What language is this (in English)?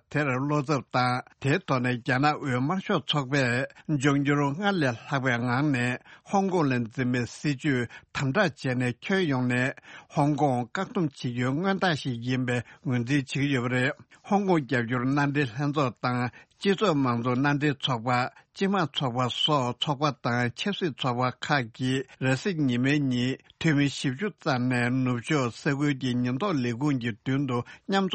Tibetan